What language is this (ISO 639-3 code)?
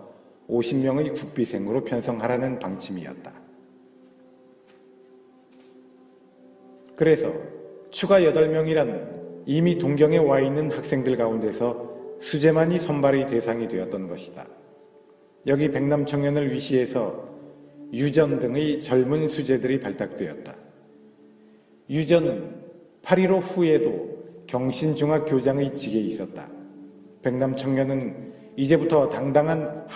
kor